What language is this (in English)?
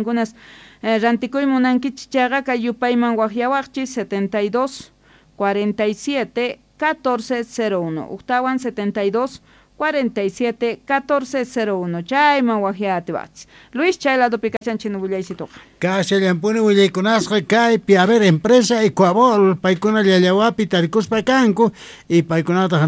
South Bolivian Quechua